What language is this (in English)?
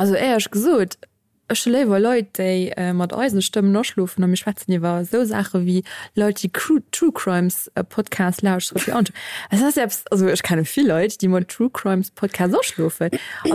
Luxembourgish